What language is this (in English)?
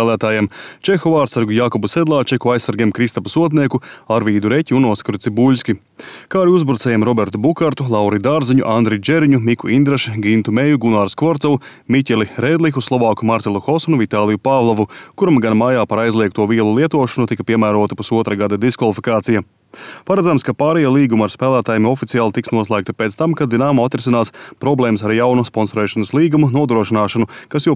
Latvian